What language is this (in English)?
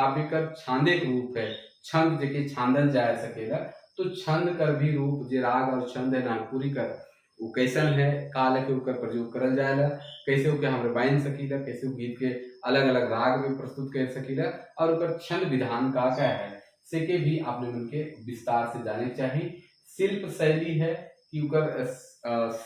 Sadri